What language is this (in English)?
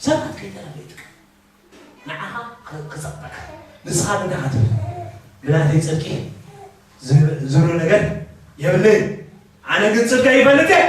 Tigrinya